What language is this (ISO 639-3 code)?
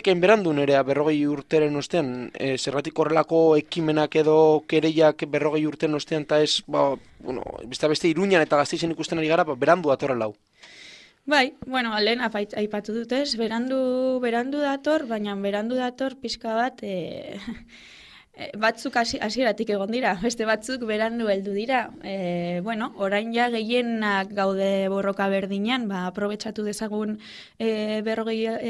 eus